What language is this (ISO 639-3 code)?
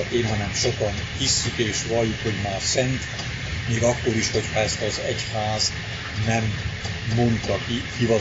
hun